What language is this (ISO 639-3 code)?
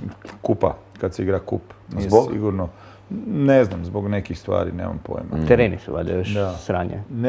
hrv